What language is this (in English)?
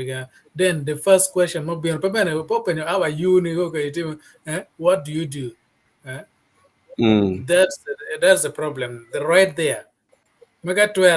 Acoli